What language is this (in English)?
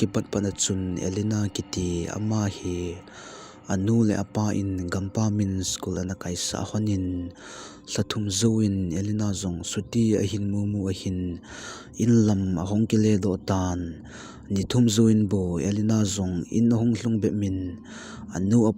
Thado Chin